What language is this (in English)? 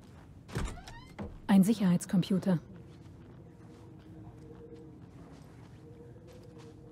German